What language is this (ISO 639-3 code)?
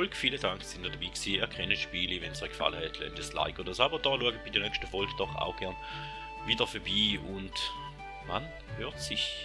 gsw